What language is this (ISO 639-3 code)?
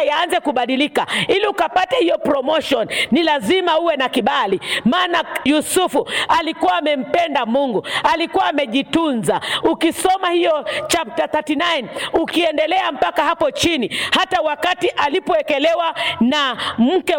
swa